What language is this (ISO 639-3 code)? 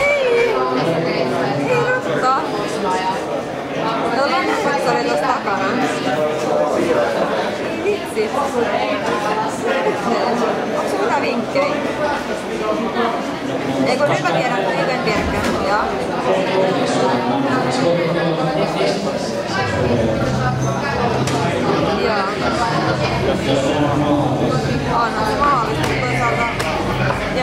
fin